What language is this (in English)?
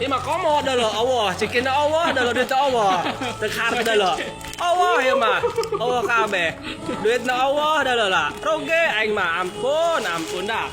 Sundanese